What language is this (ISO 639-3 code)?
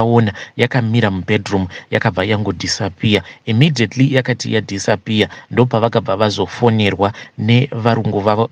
sna